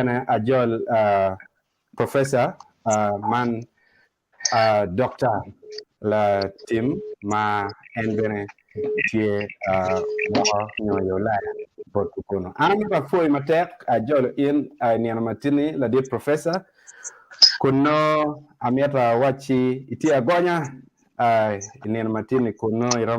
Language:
Acoli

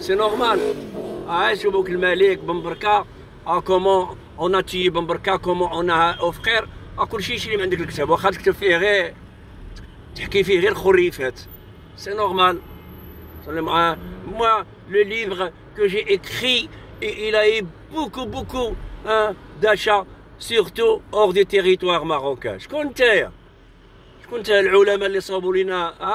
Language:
Moroccan Arabic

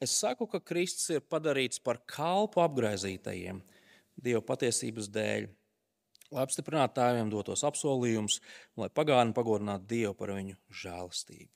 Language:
Latvian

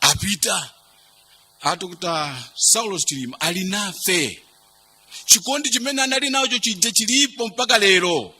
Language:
Nyanja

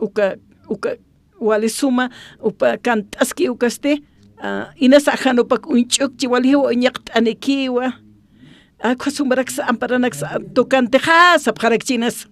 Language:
Aymara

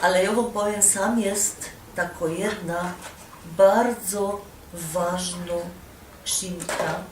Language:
Silesian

